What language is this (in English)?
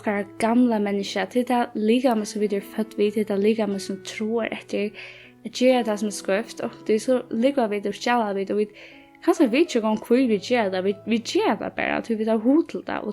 Faroese